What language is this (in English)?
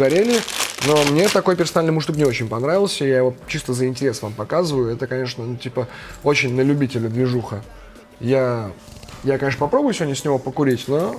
Russian